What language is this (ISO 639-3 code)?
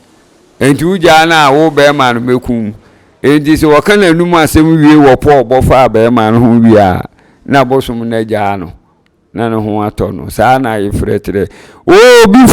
aka